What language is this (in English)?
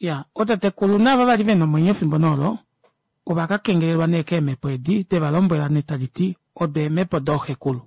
Kuanyama